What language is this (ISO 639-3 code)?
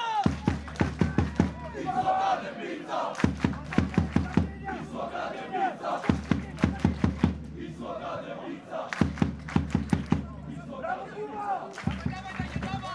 pol